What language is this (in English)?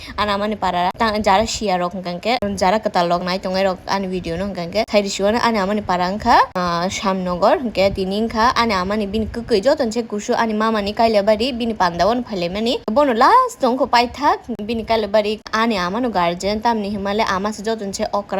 Kok Borok